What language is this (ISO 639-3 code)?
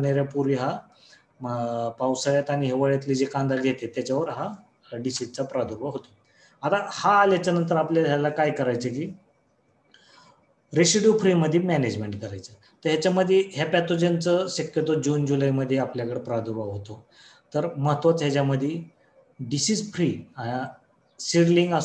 mar